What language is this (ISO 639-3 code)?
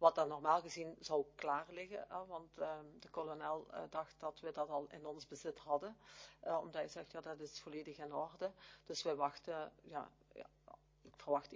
nld